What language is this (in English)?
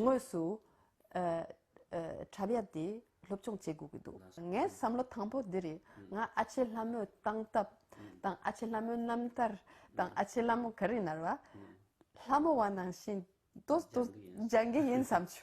Tibetan